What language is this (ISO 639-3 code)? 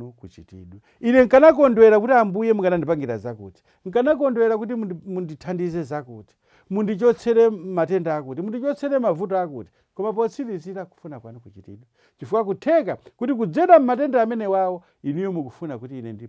nya